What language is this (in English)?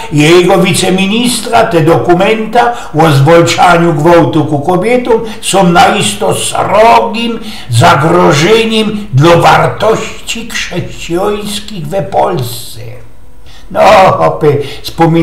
Silesian